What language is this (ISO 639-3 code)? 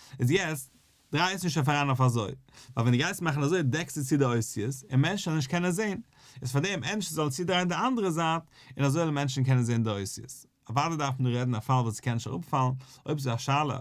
yid